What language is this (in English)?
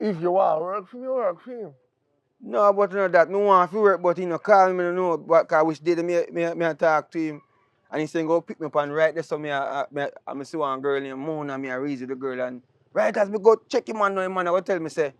Jamaican Creole English